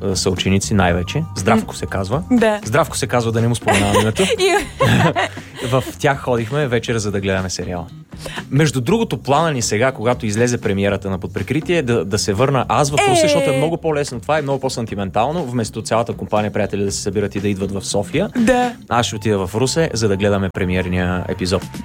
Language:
Bulgarian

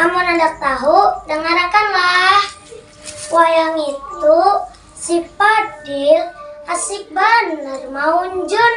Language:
Banjar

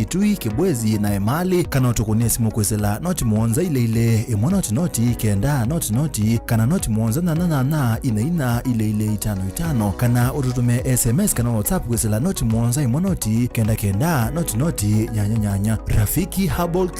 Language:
Kamba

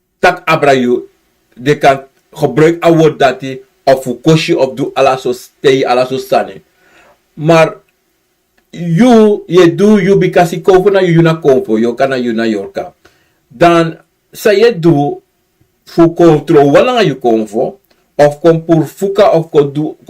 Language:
Sranan Tongo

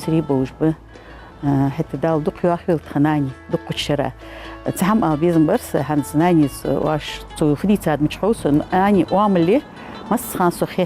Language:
Ingush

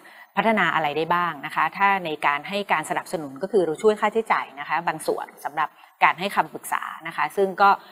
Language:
Thai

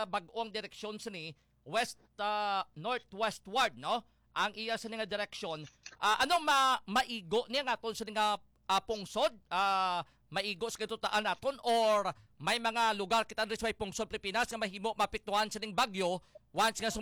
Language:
Hiligaynon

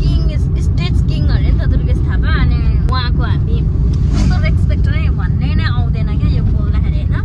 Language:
Nepali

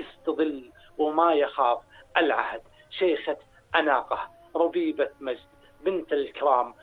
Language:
North Levantine Arabic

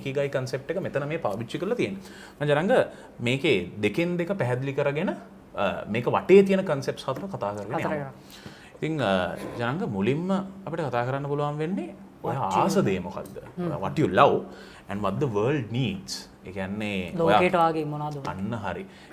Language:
Sinhala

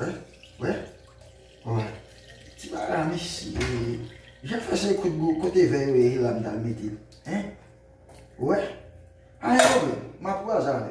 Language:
Haitian Creole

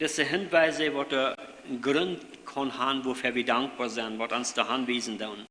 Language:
Plautdietsch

